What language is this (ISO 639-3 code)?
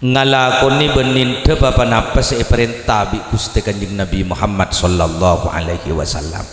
mad